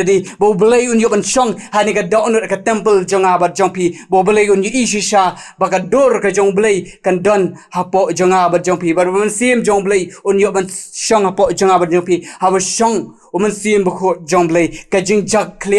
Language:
Khasi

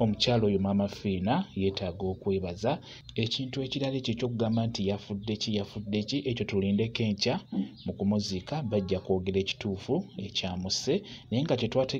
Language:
Ganda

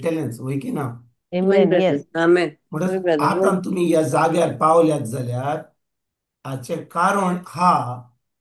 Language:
Konkani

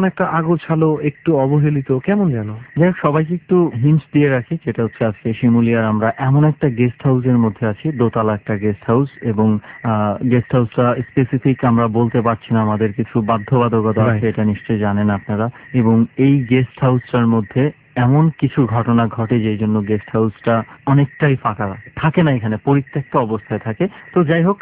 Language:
Bangla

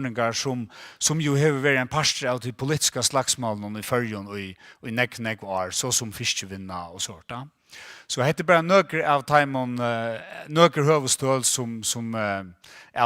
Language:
Faroese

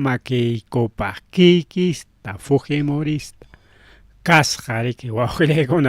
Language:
Ayacucho Quechua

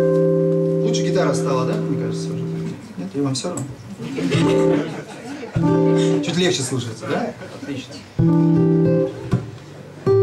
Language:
Russian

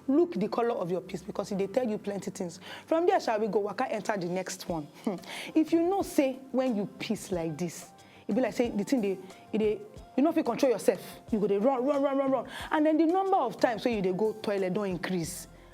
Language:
Nigerian Pidgin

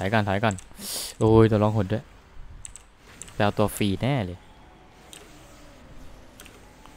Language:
Thai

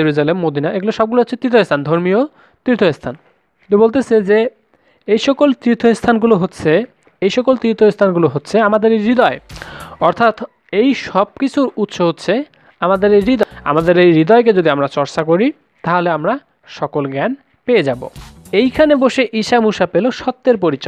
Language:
Bangla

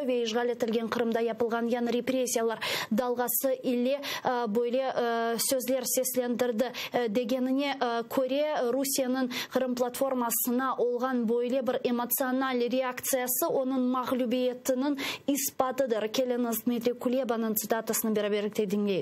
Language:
Crimean Tatar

